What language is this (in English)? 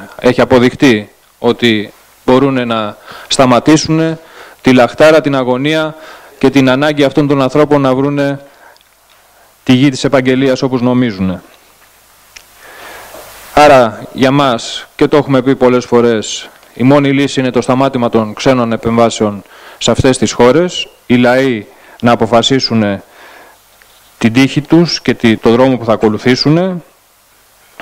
Greek